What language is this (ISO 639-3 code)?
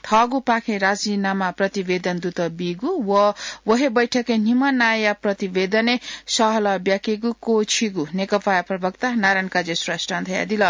new